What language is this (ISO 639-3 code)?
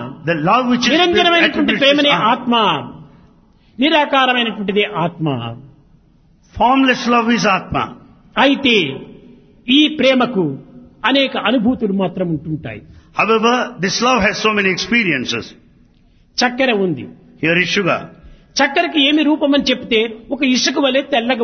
tel